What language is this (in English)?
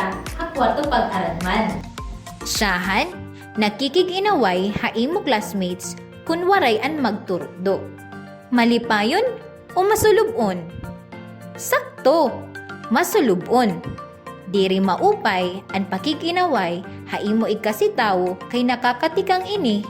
Waray